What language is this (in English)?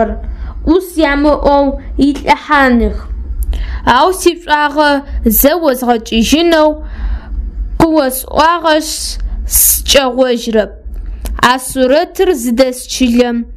Adyghe